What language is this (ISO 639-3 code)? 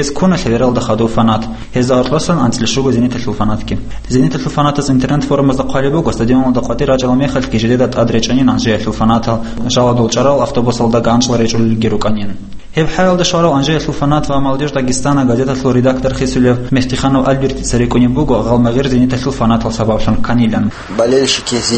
ava